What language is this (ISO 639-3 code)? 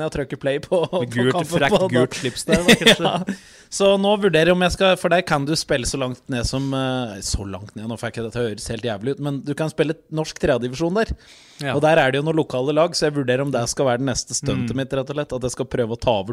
nor